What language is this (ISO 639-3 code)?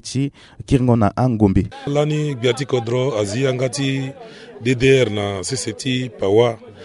sag